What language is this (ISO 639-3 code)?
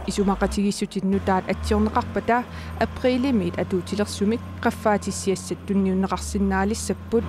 kal